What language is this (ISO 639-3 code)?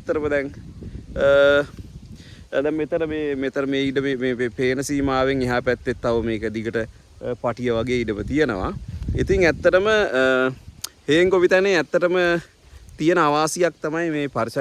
sin